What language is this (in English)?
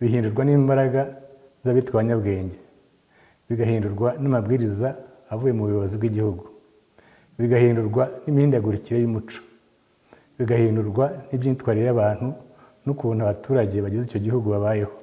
Kinyarwanda